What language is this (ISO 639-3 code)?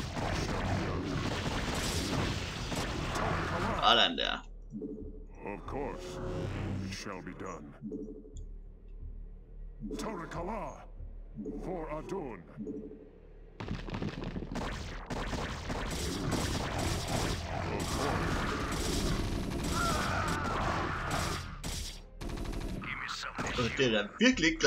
dan